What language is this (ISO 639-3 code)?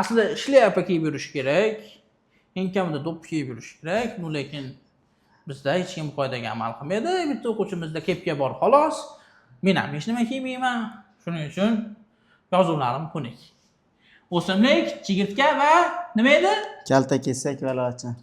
uzb